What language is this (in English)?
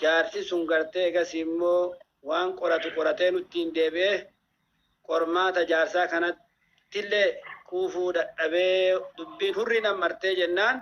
Oromo